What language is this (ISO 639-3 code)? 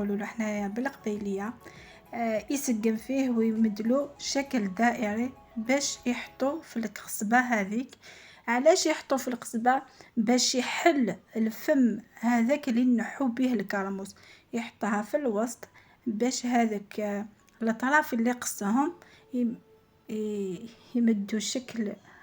arq